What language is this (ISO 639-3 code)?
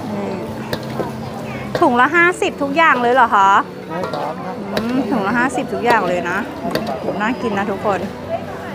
tha